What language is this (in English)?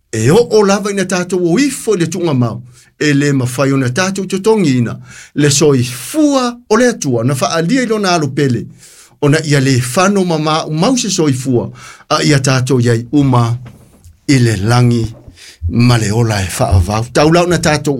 Samoan